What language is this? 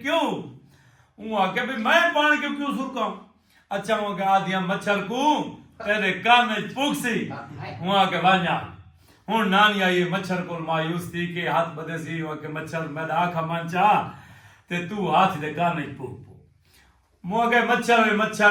Saraiki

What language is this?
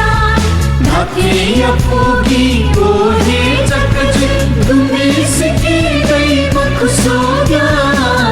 Newari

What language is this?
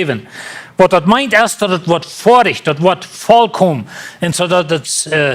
Plautdietsch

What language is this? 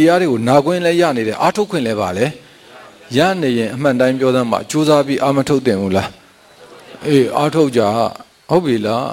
Burmese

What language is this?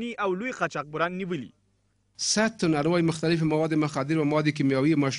Pashto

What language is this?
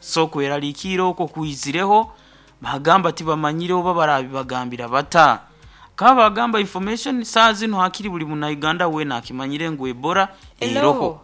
Nyankole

